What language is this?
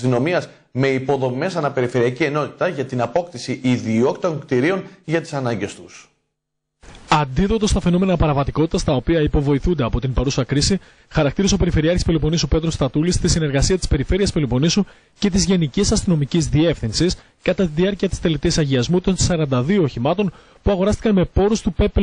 Greek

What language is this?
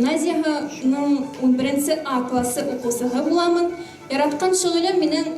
Bashkir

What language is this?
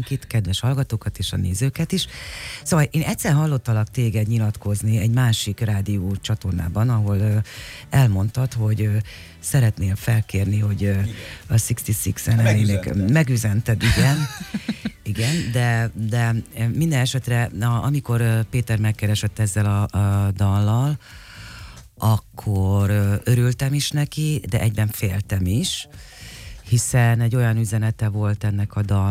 Hungarian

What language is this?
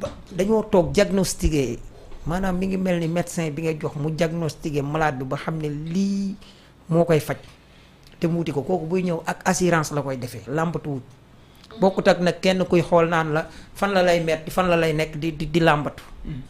Wolof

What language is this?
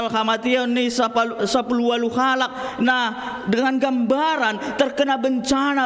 Batak Simalungun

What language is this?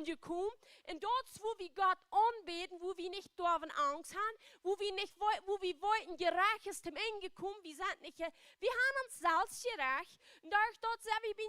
Plautdietsch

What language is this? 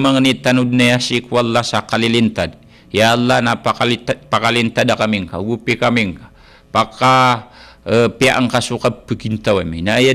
Maranao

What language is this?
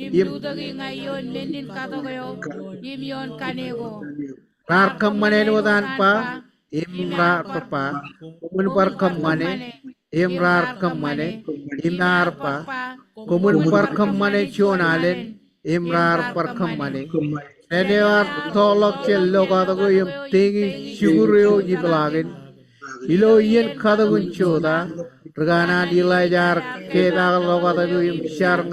Marshallese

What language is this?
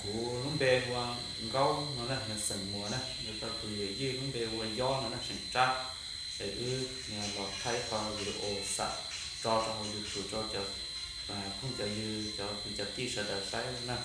Hmong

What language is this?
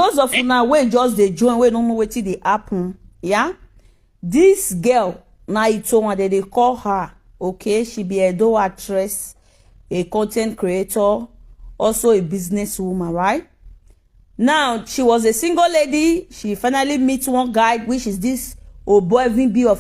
Nigerian Pidgin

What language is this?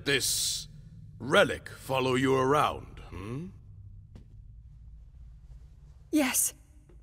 English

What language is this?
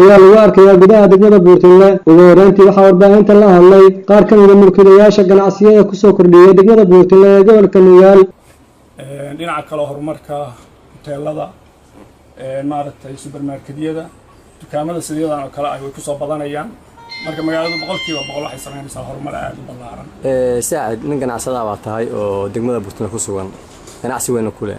Somali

